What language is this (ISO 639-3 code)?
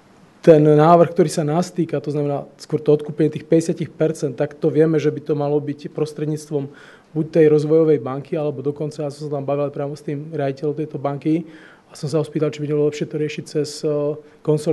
slk